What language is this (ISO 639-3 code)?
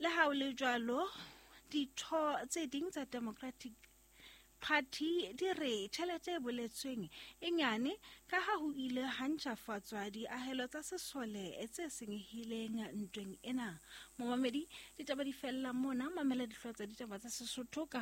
sot